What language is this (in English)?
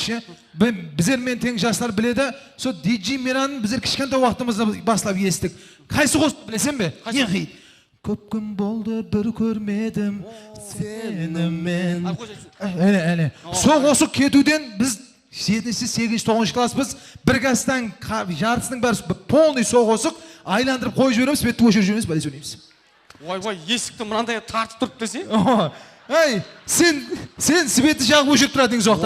Kara-Kalpak